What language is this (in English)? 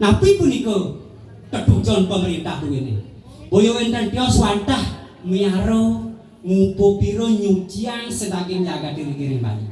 Balinese